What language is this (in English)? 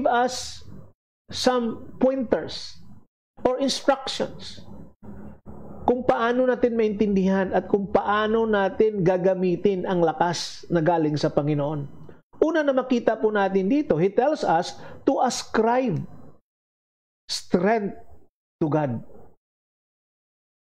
Filipino